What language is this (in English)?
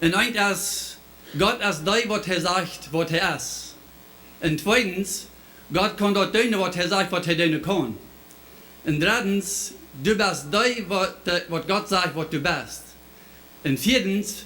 Plautdietsch